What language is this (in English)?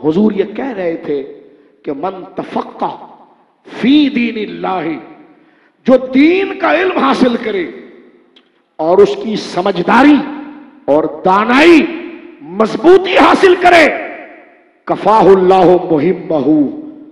Urdu